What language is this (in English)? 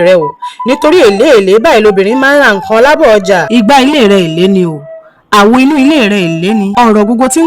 Yoruba